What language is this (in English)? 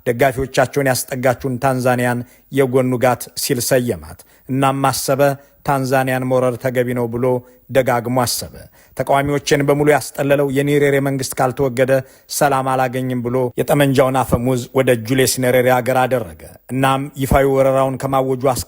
Amharic